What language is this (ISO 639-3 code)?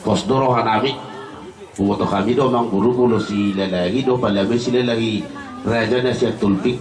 bbc